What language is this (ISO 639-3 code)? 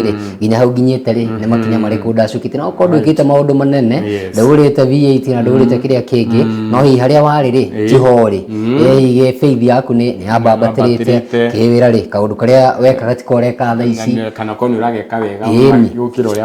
kik